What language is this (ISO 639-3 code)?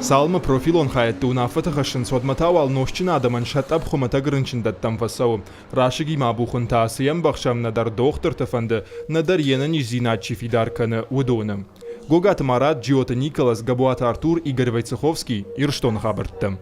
oss